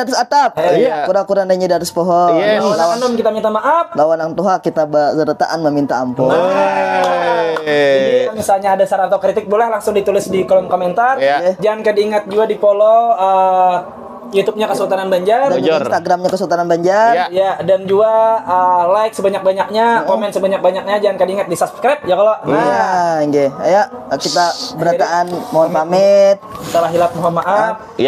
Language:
Banjar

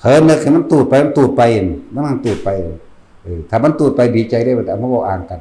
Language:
Northeastern Thai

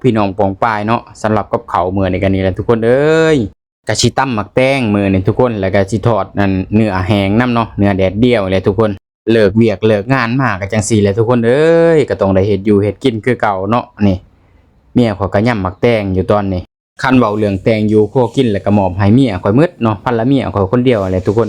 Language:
Lao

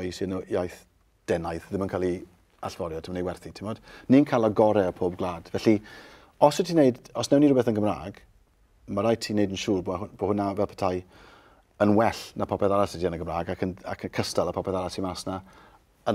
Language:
Welsh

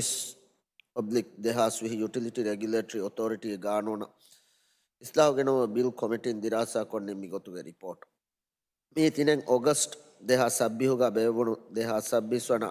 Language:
Divehi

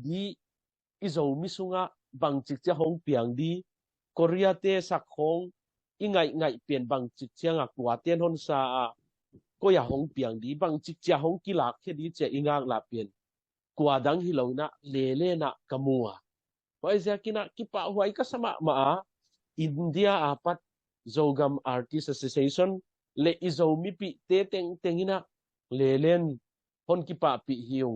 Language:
Tedim Chin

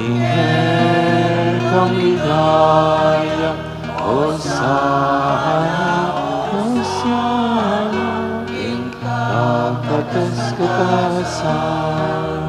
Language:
Pampanga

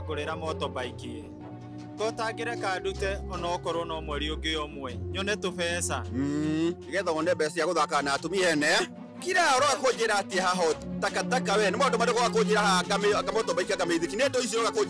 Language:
Kikuyu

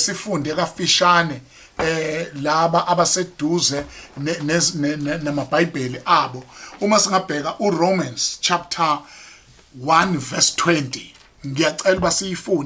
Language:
Zulu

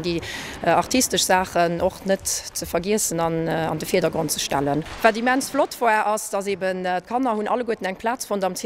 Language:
Luxembourgish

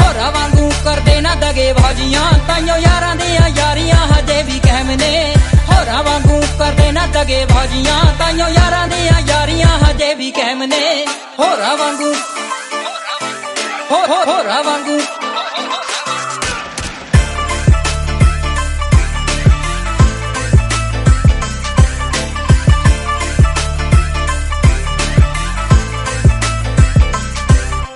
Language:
Punjabi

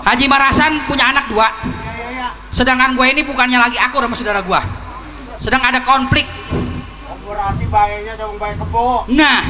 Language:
Betawi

